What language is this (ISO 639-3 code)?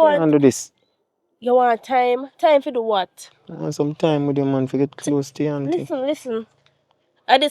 jam